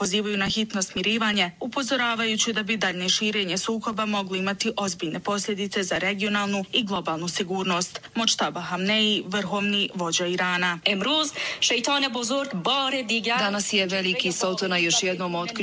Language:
Bosnian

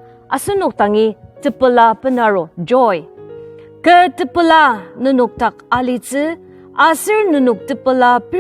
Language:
Ao Naga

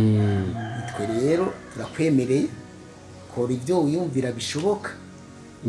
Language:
Rundi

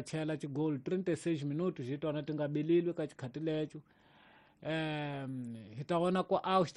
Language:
Tsonga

